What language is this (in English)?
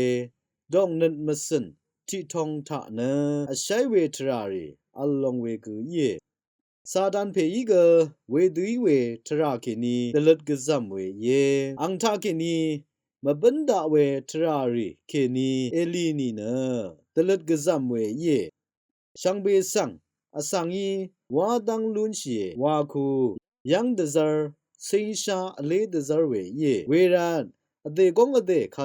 Rawang